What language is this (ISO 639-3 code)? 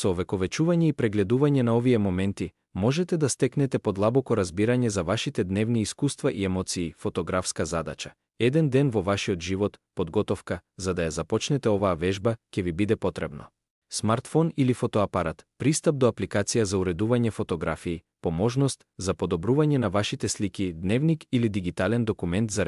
mkd